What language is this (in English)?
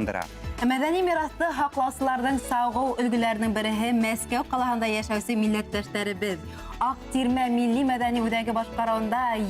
Bashkir